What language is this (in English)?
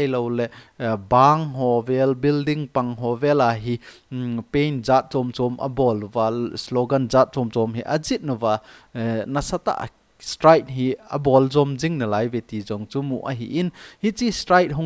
Thado Chin